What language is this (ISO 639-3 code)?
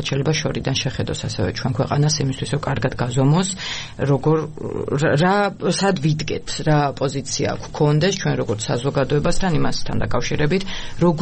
kat